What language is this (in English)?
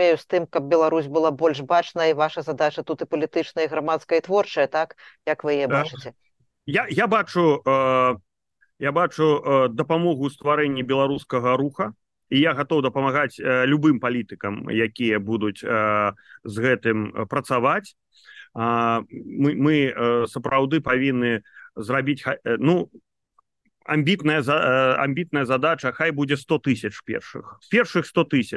Belarusian